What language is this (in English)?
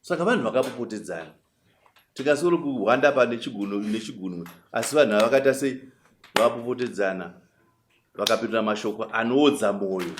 Shona